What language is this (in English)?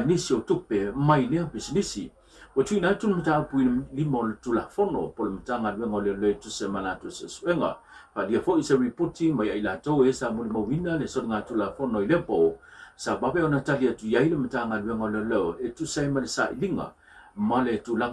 Samoan